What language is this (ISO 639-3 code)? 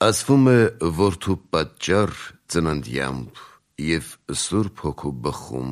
hye